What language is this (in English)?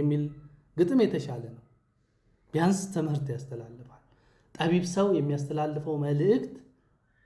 Amharic